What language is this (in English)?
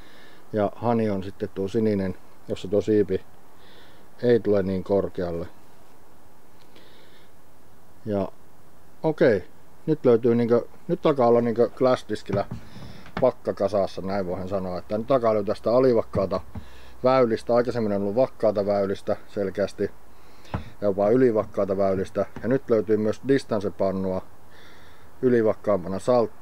Finnish